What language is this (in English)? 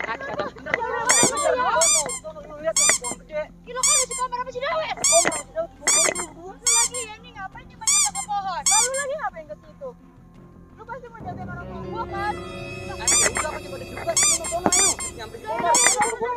Betawi